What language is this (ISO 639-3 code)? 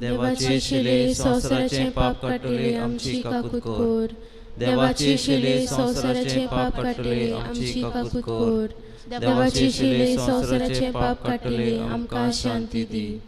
kok